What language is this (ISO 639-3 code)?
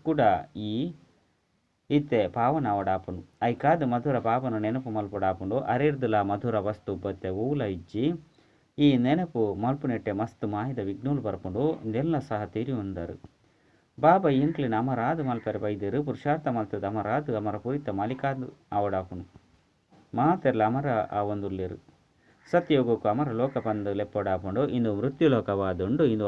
tcy